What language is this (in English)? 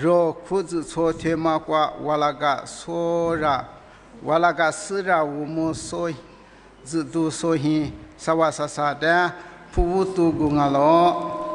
Lisu